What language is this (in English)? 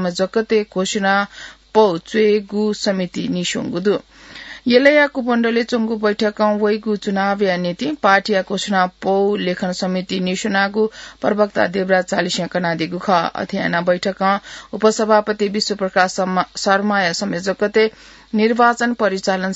Newari